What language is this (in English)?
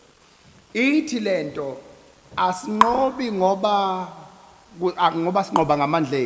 Zulu